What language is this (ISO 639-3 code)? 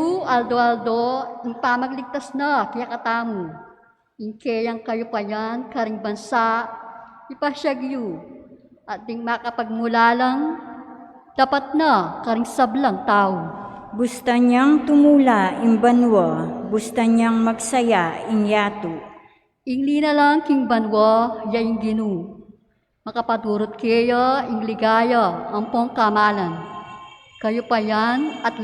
pam